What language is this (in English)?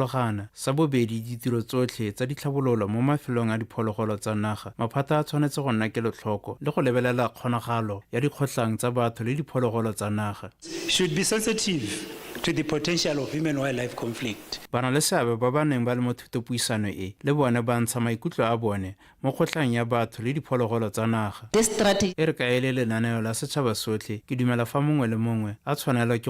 Tswana